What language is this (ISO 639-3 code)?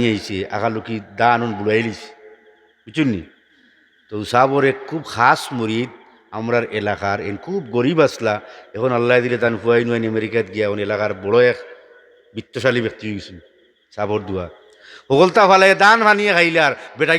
syl